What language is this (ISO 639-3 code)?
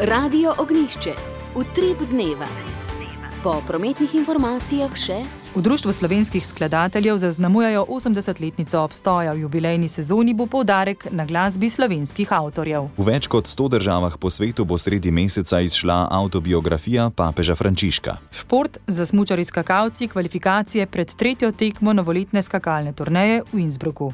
slv